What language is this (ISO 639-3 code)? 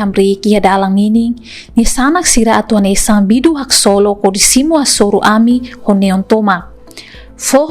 tet